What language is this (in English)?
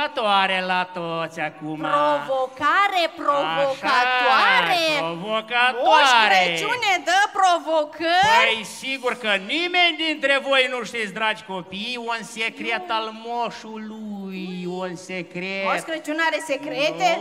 Romanian